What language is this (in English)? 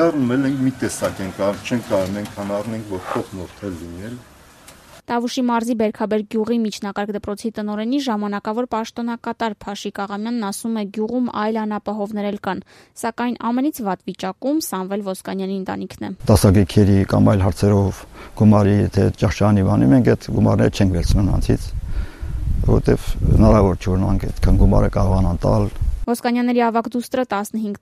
Armenian